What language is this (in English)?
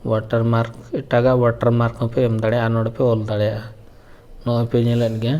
Santali